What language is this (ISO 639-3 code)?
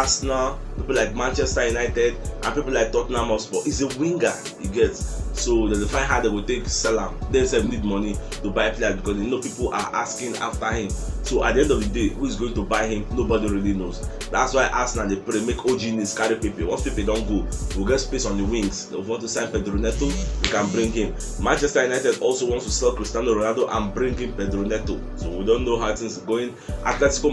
pcm